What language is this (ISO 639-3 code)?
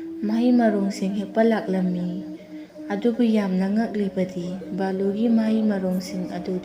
mni